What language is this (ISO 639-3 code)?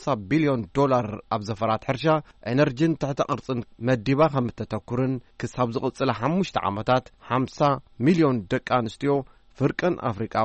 tir